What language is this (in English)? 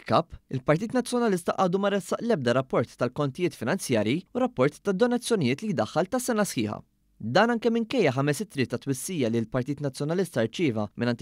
Maltese